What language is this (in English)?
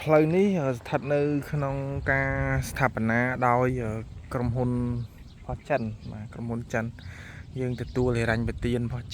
Khmer